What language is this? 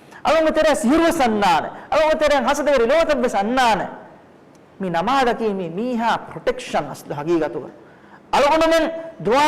Divehi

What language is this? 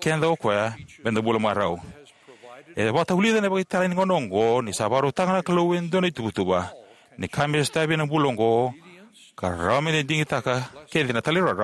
Fijian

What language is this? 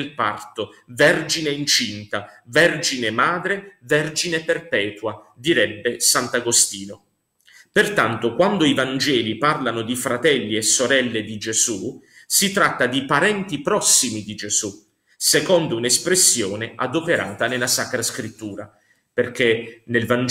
Italian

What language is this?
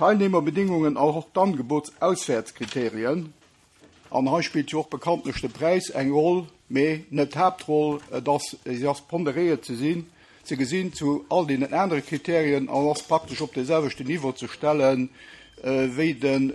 Luxembourgish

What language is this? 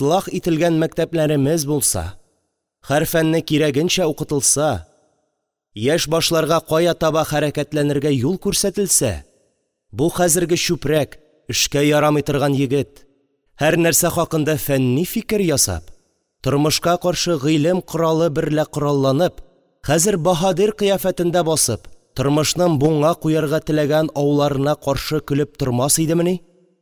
Tatar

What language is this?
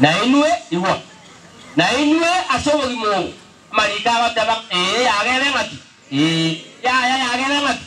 Gusii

